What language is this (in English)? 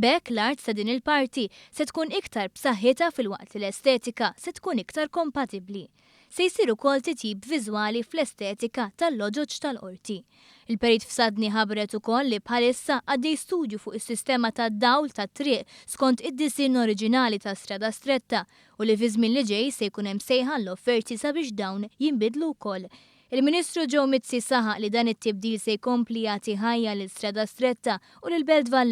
Maltese